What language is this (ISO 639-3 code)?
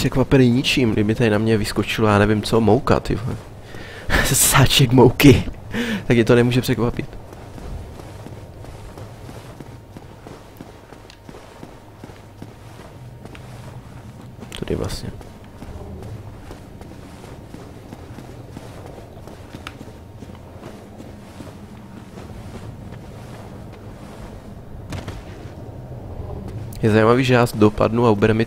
ces